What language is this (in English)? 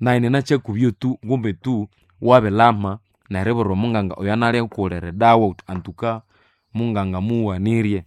Nande